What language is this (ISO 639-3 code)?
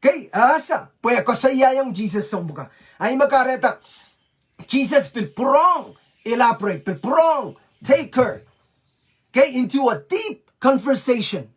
pon